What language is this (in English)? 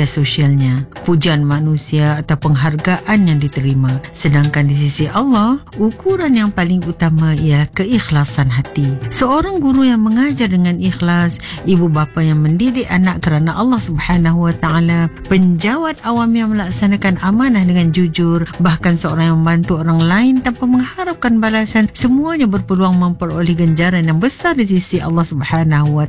Malay